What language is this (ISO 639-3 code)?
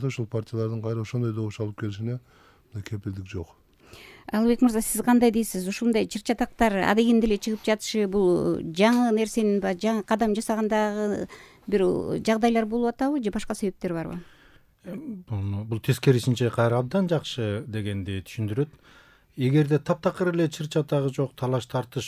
kir